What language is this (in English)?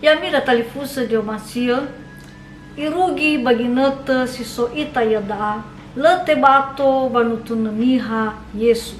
Nias